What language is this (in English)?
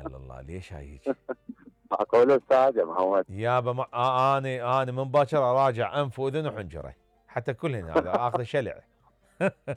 Mesopotamian Arabic